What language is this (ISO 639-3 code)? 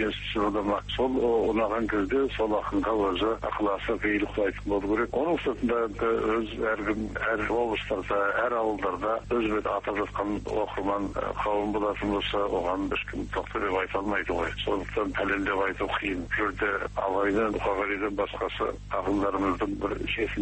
kaz